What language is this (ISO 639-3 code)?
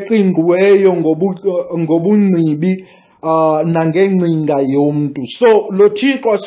xho